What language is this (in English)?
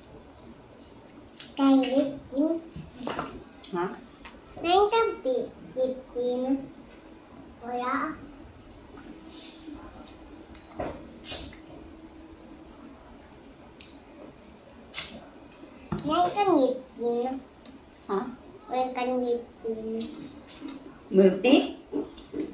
Filipino